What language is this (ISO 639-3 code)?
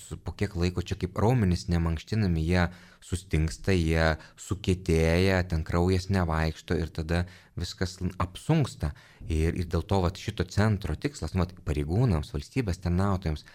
lit